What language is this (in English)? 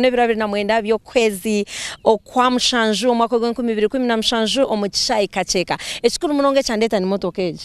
Nyankole